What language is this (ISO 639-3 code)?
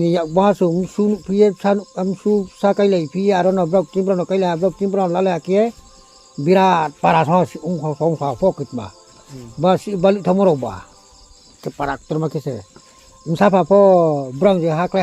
ria